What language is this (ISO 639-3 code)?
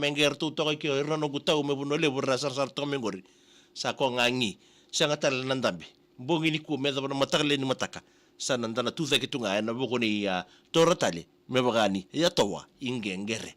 fij